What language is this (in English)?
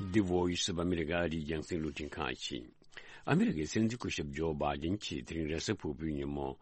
Tibetan